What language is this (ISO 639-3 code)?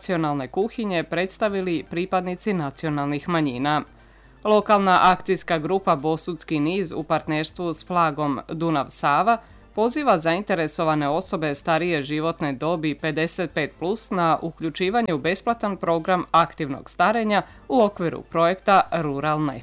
hrv